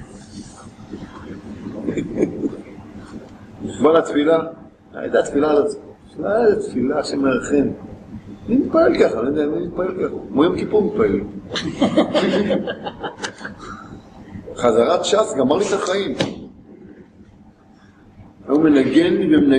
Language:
Hebrew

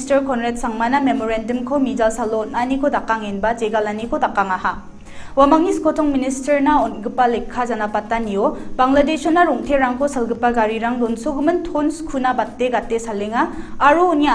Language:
Garo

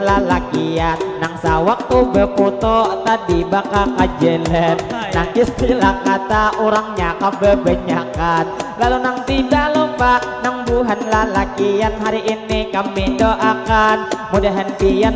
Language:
Banjar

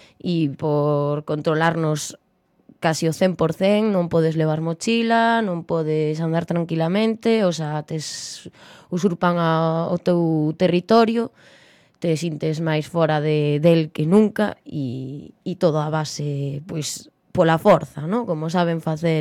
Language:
Galician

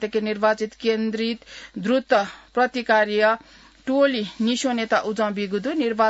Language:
Newari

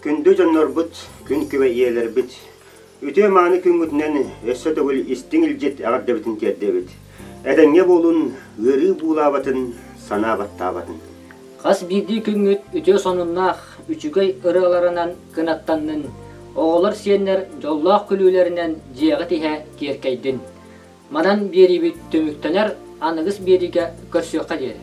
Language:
Yakut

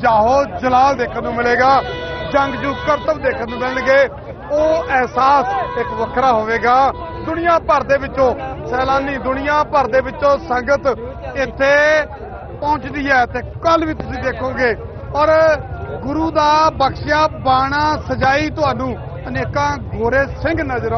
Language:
Punjabi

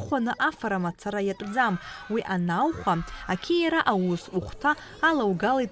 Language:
Abkhazian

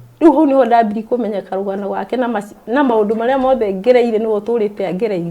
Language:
Kikuyu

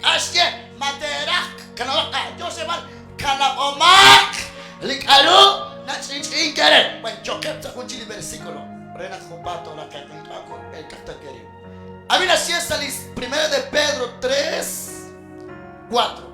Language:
Kekchí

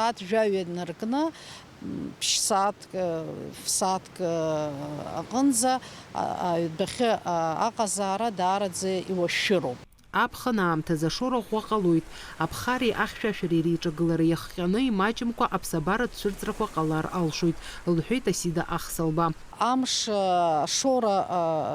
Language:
Abkhazian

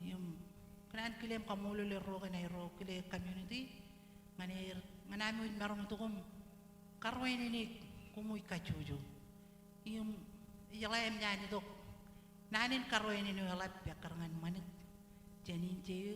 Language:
Marshallese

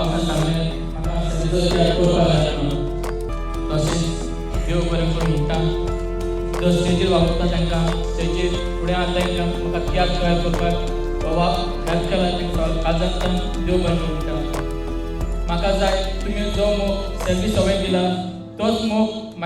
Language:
Konkani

